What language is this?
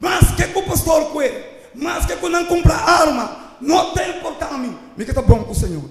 Papiamento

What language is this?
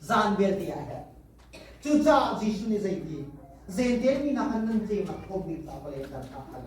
Hakha Chin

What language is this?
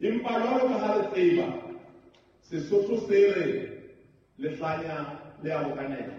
Southern Sotho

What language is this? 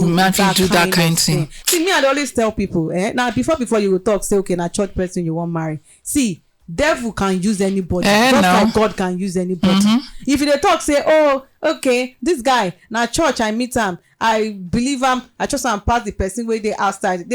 Nigerian Pidgin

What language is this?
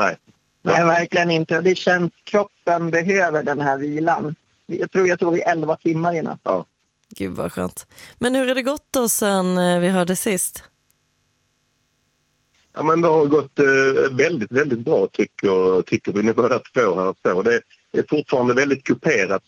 Swedish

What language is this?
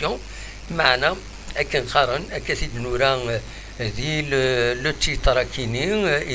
Kabyle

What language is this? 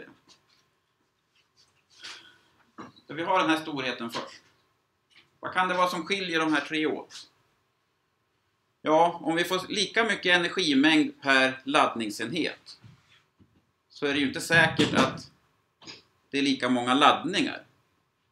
Swedish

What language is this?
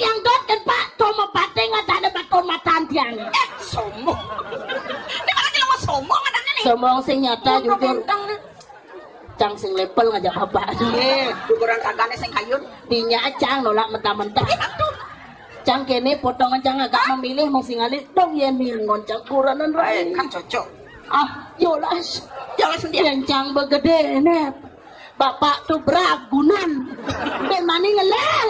Balinese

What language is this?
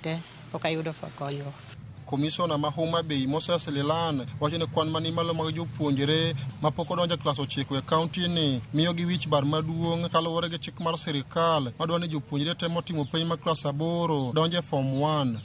Luo (Kenya and Tanzania)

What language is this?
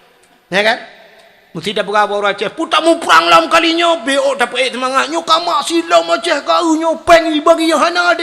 Achinese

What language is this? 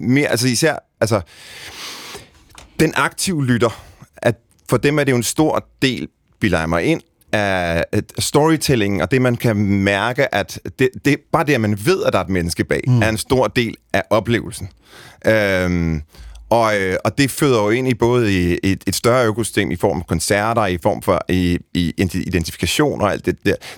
Danish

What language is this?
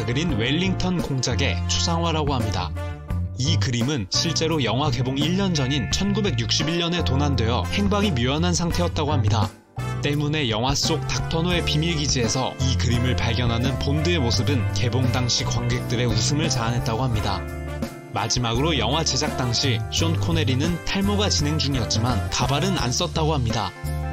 Korean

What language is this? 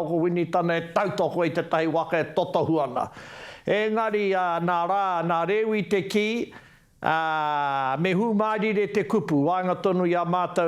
Māori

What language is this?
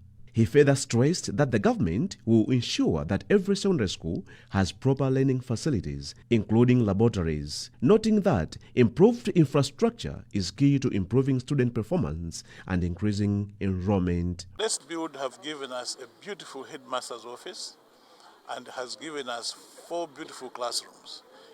English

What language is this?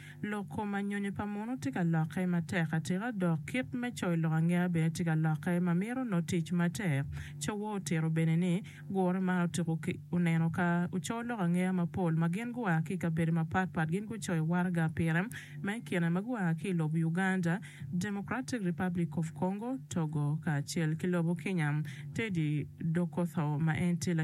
Acoli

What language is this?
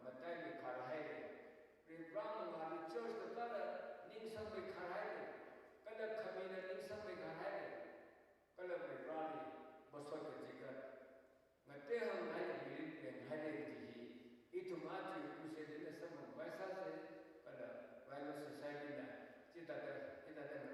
Tangkhul Naga (India)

